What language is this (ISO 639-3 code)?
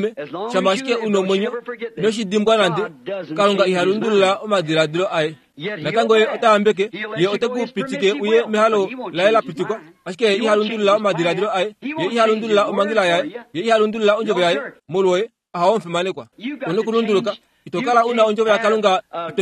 kua